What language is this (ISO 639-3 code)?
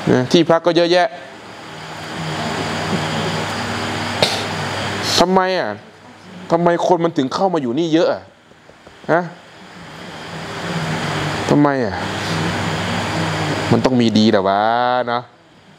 tha